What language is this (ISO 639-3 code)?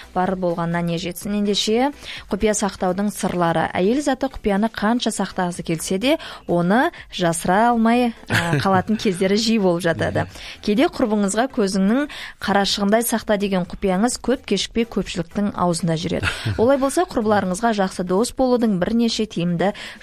kaz